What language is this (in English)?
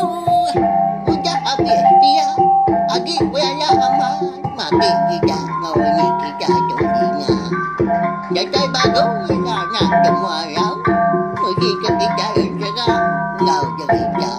Iban